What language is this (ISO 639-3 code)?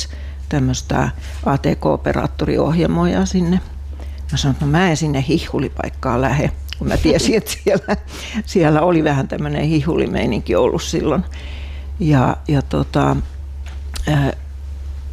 fin